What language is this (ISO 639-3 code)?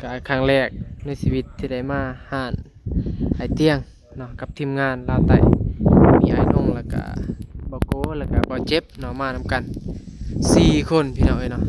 tts